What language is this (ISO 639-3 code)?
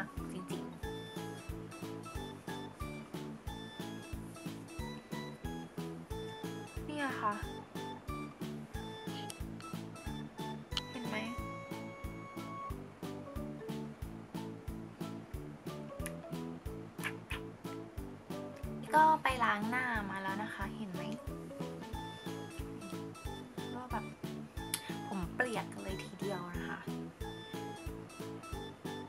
tha